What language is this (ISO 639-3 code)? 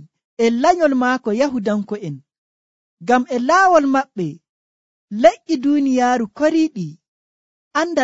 fuv